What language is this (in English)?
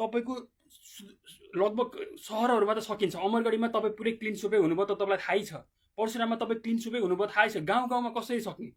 Nepali